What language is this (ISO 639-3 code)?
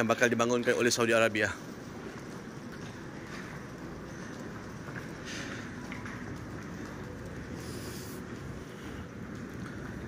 msa